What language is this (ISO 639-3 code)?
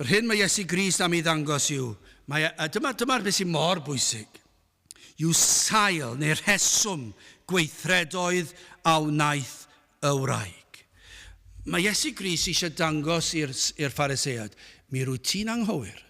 cym